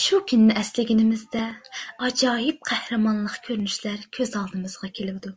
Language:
Uyghur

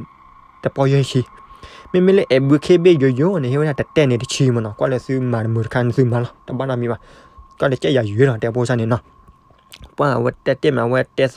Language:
S'gaw Karen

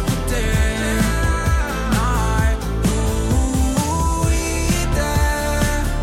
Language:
Danish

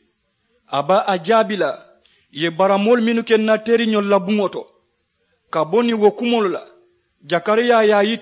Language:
Mandingo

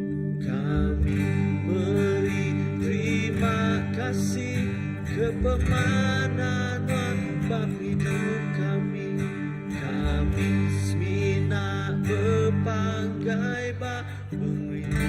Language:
Iban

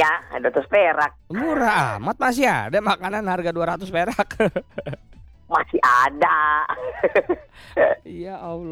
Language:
Indonesian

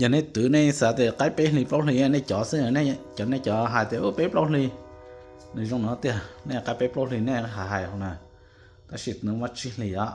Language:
Hmong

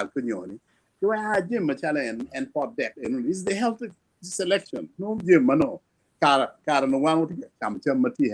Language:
Acoli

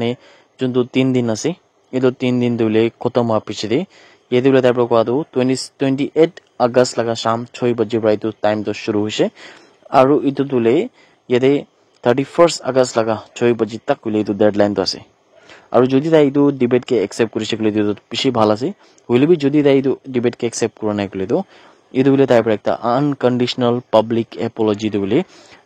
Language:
Naga Pidgin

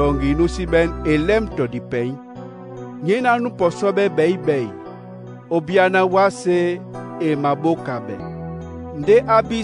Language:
Duala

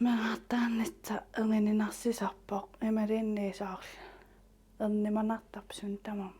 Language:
Kalaallisut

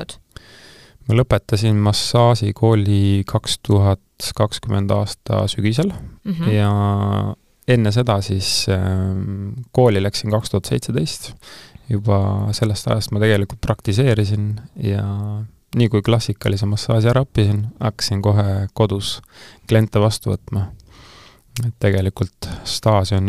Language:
Estonian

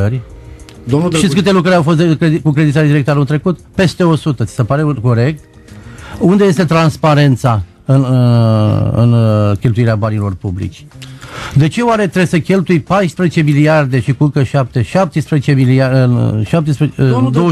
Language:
Romanian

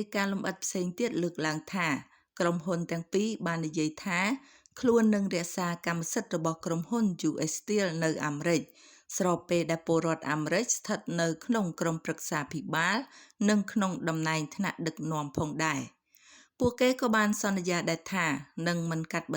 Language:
Khmer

